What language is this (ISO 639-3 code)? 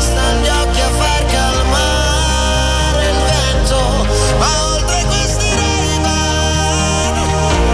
ita